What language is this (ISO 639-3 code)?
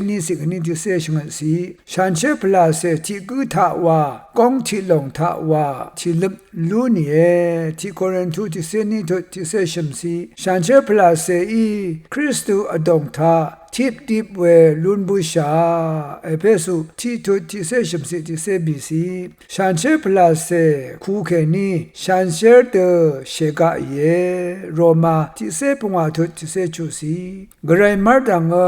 raw